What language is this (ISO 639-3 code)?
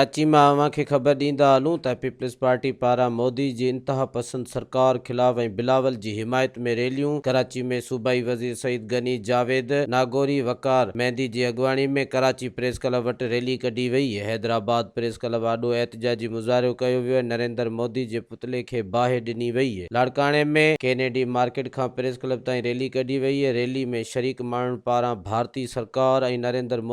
snd